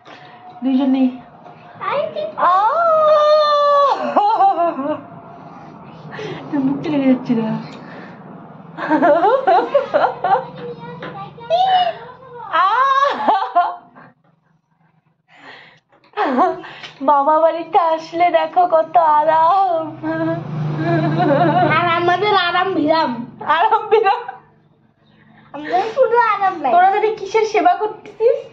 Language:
Bangla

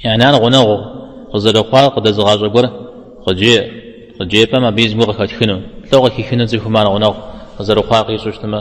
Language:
Kabardian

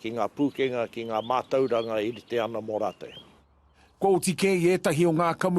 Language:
Māori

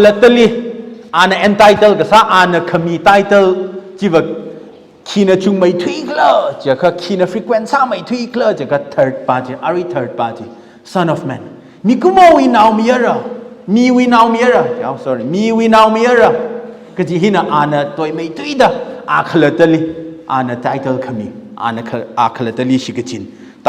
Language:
Tangkhul Naga (India)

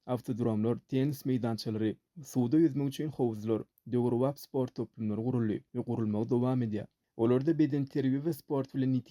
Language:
Turkmen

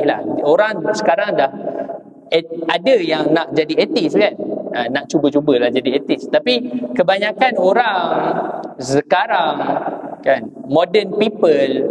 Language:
Malay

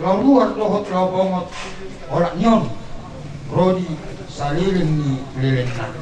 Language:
Batak Toba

